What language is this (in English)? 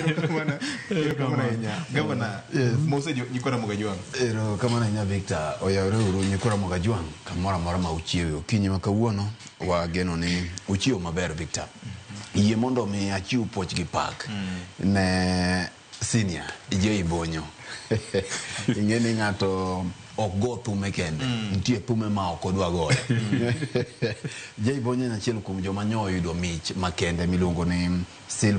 Luo (Kenya and Tanzania)